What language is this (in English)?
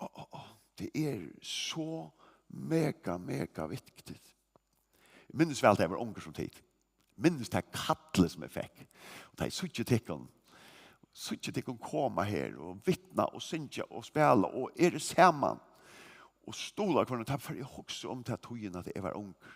Faroese